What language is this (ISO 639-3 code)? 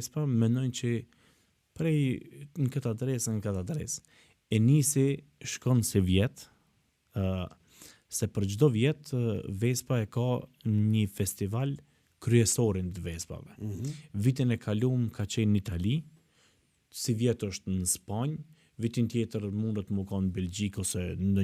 sqi